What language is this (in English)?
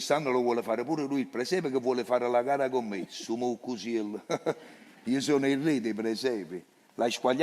Neapolitan